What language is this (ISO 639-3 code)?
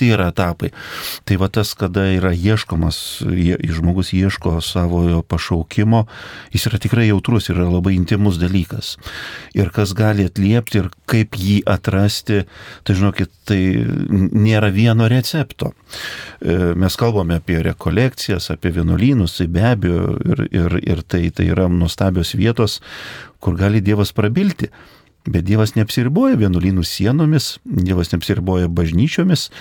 lit